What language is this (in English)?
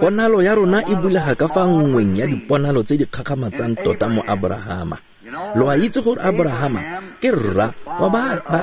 Tswana